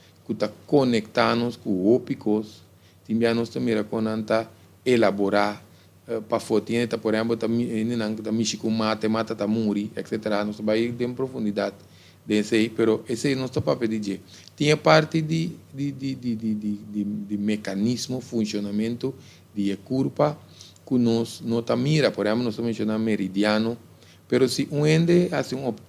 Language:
Papiamento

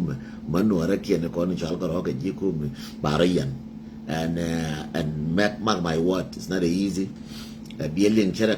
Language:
Nuer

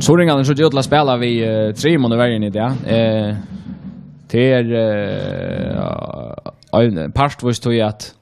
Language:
Faroese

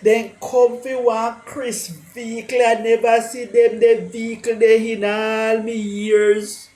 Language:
Jamaican Creole English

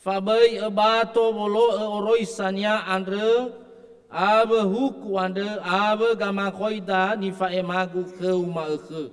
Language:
Nias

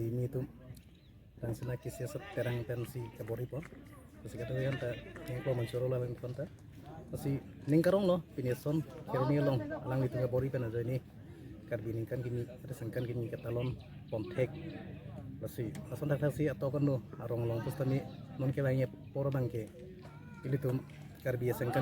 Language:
Karbi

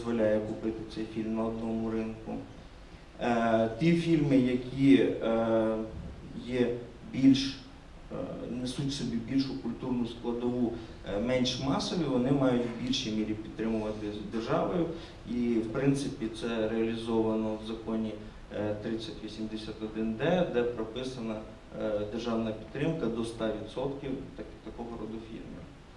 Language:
Ukrainian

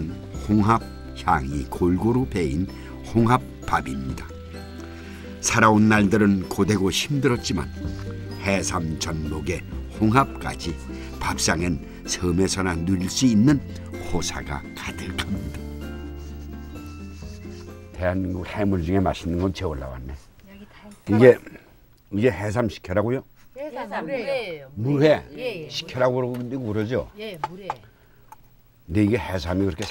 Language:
Korean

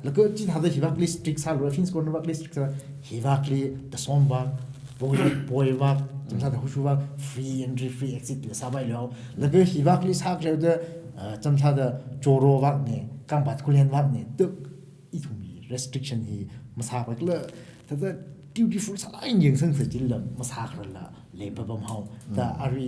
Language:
Tangkhul Naga (India)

